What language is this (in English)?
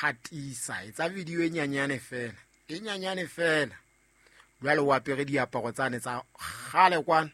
Southern Sotho